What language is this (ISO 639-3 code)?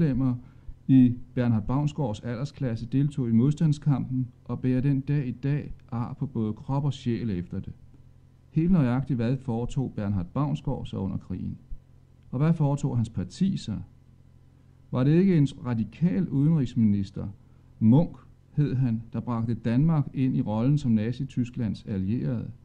dan